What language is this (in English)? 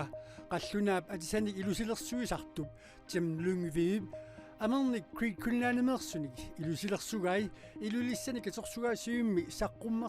Kalaallisut